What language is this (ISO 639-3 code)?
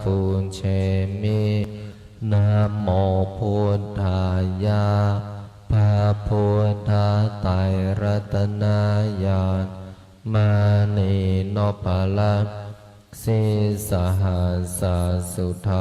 pli